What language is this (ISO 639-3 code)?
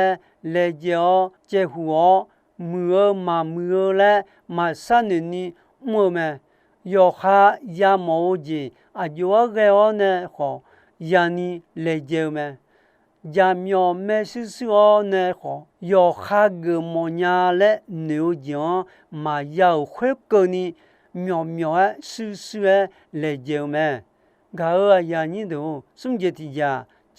ahk